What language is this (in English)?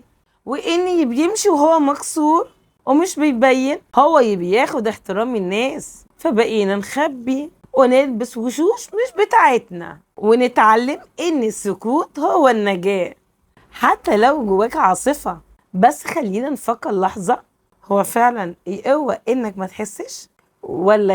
Egyptian Arabic